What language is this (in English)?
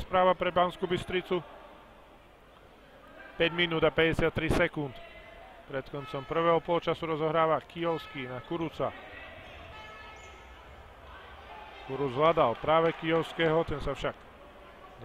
Slovak